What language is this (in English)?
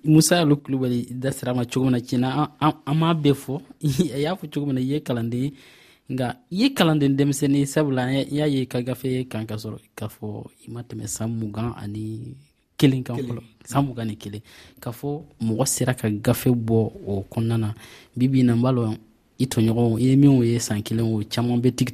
Dyula